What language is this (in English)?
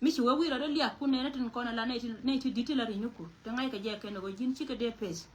Nuer